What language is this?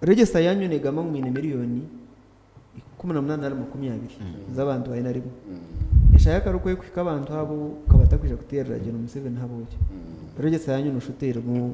Nyankole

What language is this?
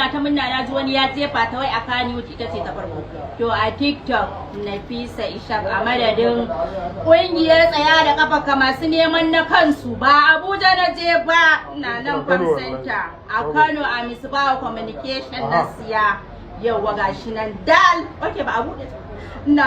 Hausa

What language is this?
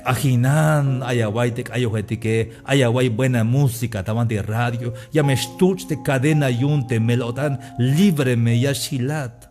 Tzeltal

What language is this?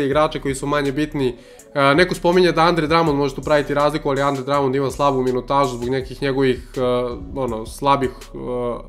Serbian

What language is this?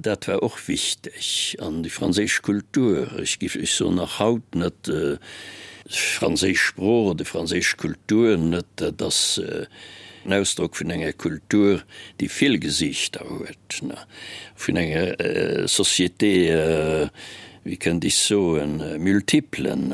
Luxembourgish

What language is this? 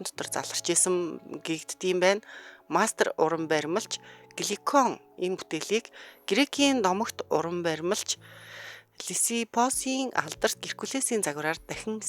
Mongolian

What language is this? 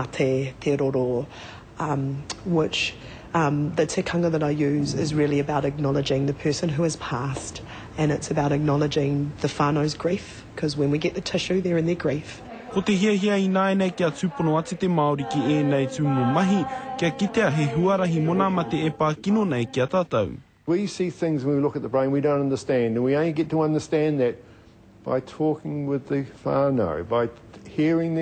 Māori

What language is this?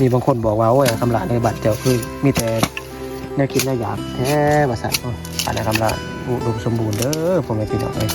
Northeastern Thai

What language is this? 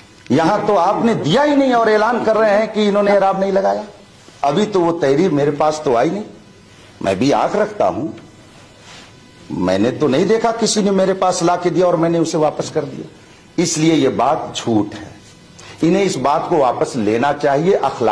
Urdu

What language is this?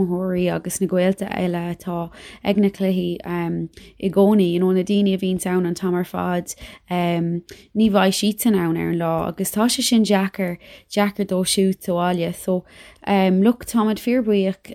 Irish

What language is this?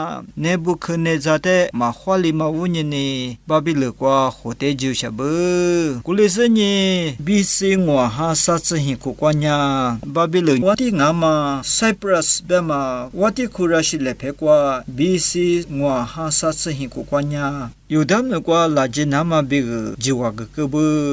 Lisu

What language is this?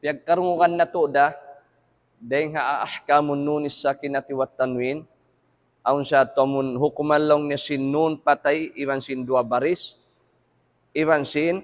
Tausug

